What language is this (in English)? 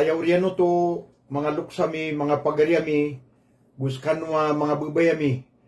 Maranao